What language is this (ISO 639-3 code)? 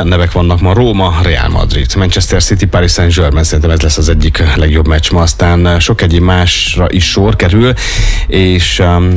hun